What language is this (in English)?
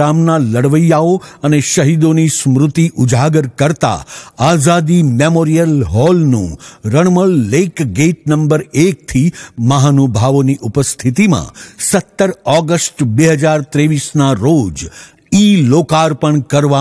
Gujarati